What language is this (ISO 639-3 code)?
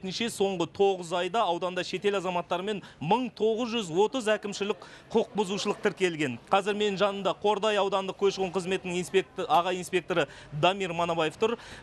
kaz